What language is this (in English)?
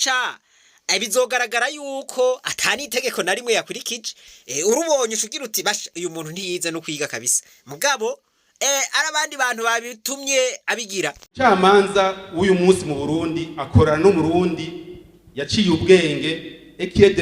Rundi